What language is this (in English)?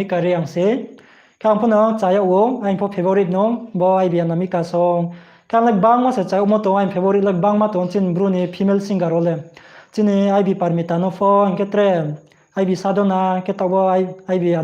Riang (India)